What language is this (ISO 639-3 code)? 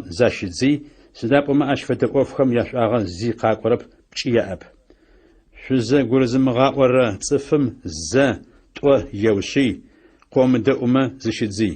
ady